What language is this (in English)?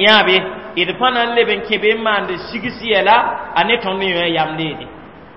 Mossi